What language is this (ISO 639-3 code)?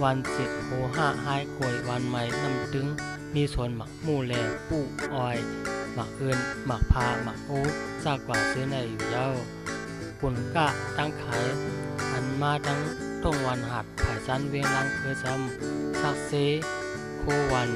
shn